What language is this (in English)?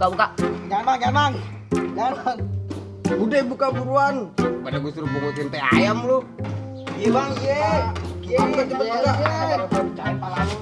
Betawi